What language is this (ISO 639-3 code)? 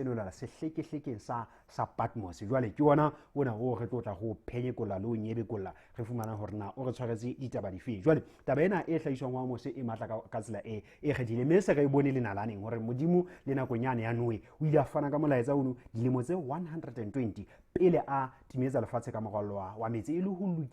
sot